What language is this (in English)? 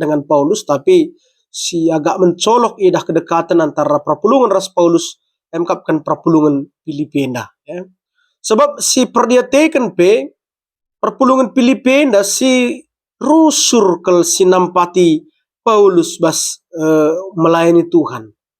Batak Karo